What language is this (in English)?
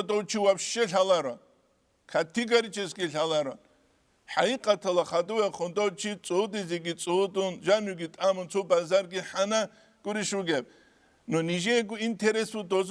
Avaric